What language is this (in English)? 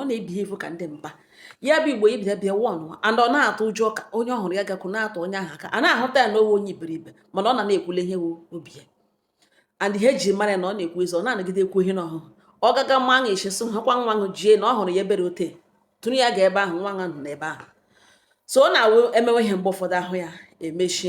Igbo